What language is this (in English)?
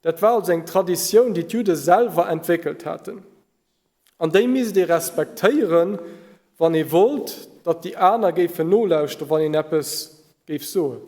Luxembourgish